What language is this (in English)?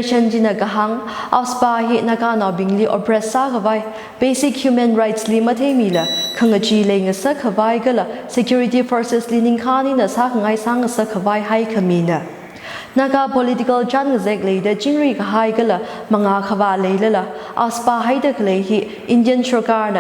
Tangkhul Naga (India)